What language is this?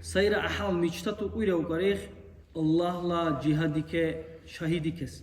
Dargwa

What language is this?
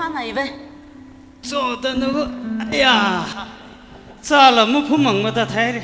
Tangkhul Naga (India)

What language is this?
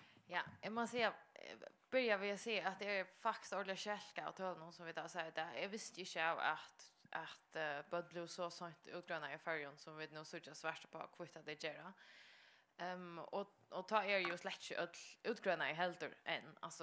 Faroese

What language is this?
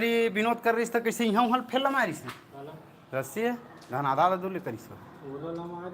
Chhattisgarhi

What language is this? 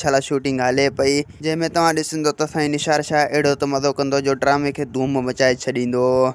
Sindhi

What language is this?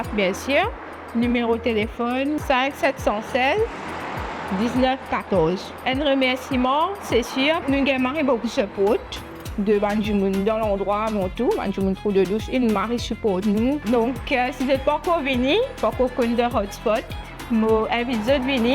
Morisyen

